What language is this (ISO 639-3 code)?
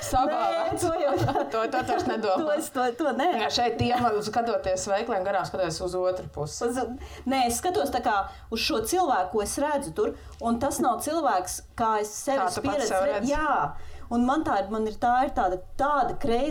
lav